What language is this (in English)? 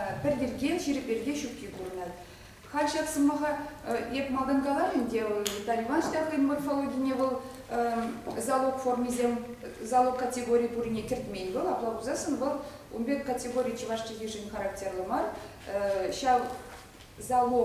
Chuvash